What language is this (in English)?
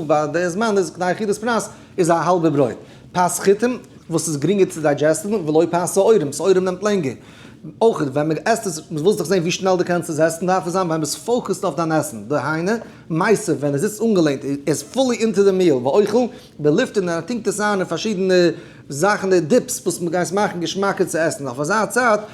Yiddish